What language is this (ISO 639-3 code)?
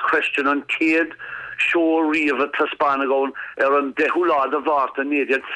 gle